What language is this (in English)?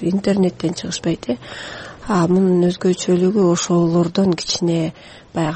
Kyrgyz